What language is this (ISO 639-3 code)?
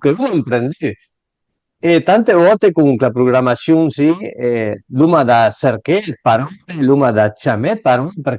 pms